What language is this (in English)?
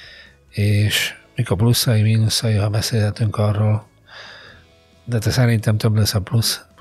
Hungarian